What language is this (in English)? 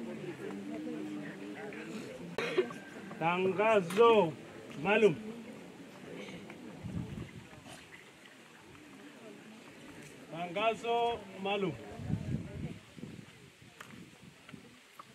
Swahili